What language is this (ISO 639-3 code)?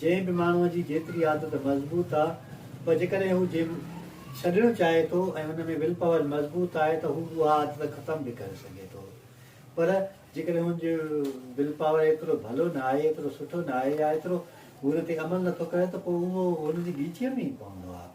snd